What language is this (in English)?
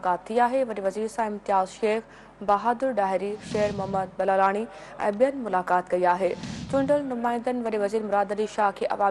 Sindhi